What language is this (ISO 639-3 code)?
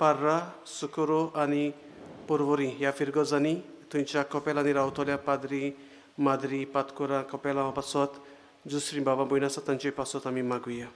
kok